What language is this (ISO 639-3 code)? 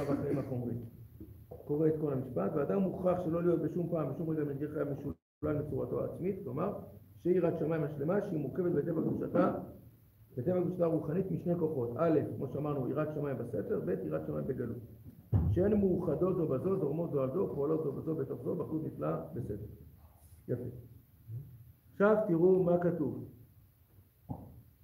heb